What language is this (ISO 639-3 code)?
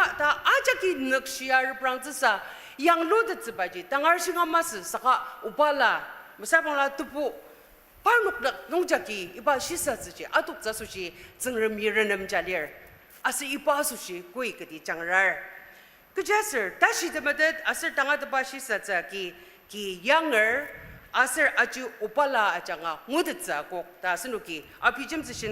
njo